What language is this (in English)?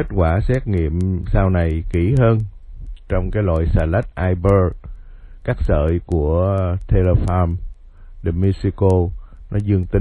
Vietnamese